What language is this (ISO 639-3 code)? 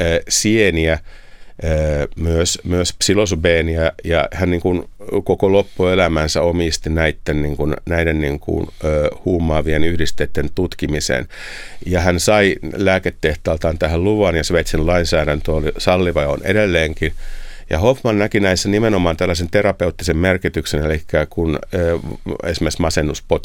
fin